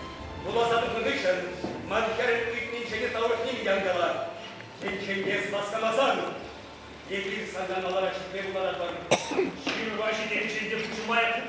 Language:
Chuvash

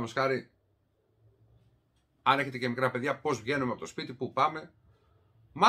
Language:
Greek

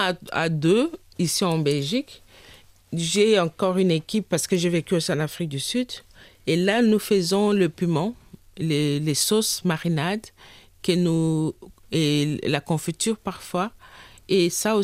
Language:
French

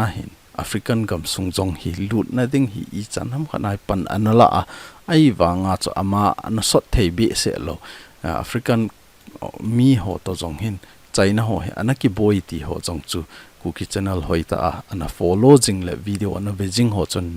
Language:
Thado Chin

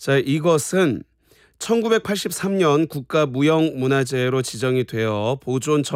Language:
Korean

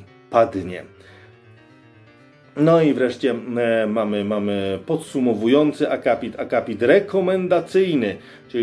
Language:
Polish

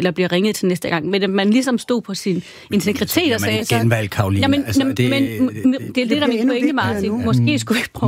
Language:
Danish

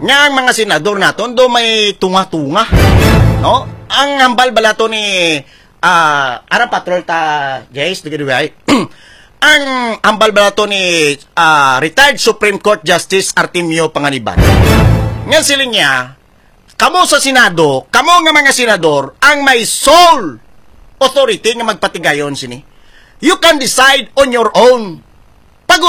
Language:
Hiligaynon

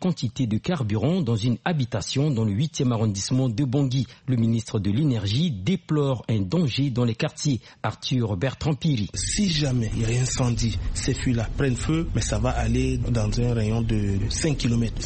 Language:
French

